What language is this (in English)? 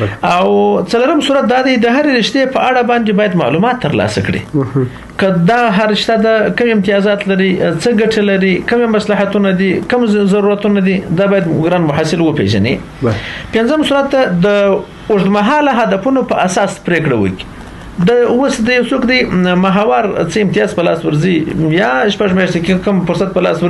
Pashto